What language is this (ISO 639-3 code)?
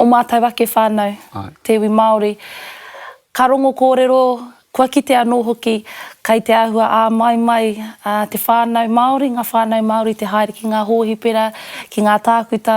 mri